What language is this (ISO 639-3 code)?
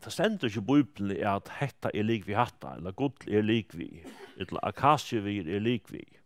fao